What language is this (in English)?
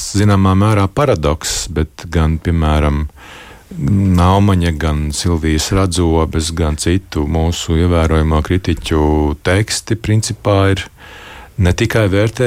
Latvian